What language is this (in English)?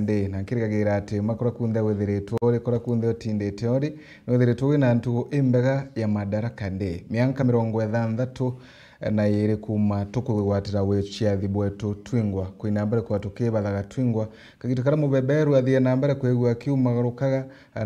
Meru